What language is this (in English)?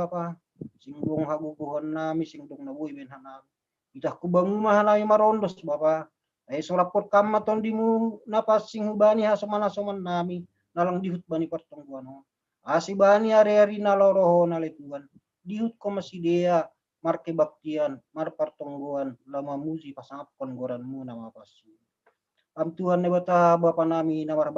Batak Simalungun